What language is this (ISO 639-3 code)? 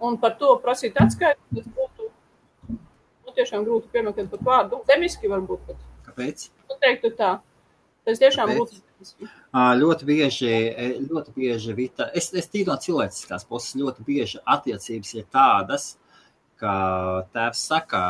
lav